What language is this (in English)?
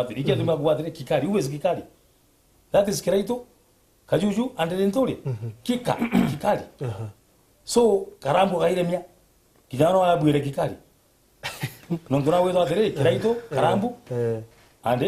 Meru